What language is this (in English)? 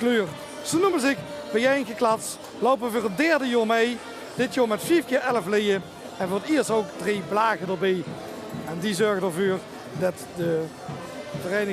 Limburgish